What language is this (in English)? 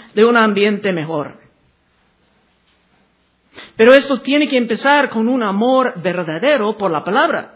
Spanish